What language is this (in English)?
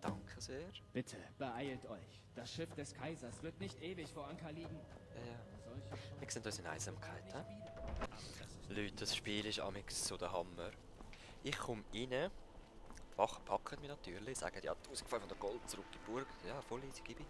Swiss German